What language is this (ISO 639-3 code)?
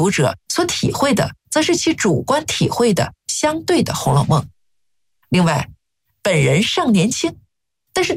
zho